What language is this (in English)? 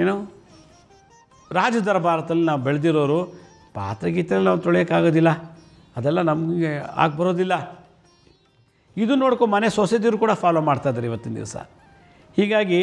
Kannada